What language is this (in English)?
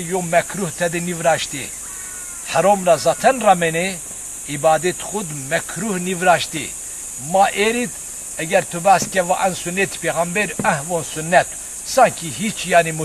Zaza